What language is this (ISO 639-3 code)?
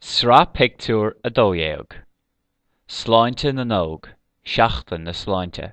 gle